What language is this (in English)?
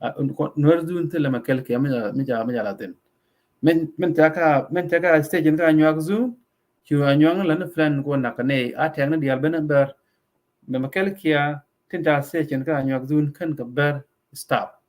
Nuer